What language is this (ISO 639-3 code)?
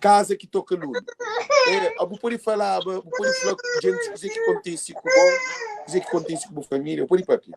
kea